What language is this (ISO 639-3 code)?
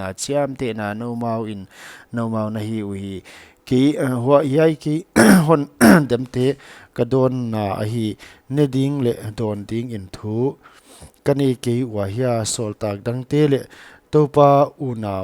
pck